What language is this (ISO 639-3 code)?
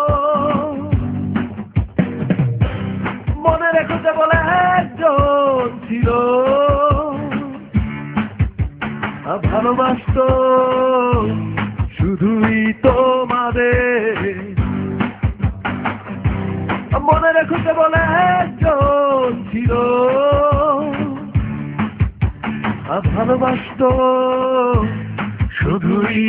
ben